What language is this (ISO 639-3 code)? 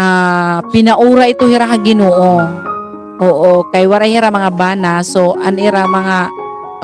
war